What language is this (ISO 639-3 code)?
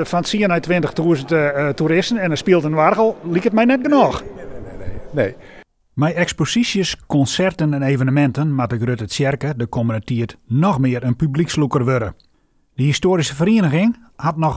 fry